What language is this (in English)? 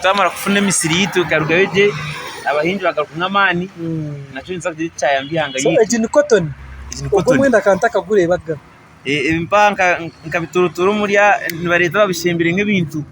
Nyankole